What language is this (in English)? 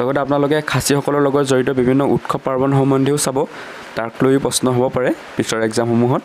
Assamese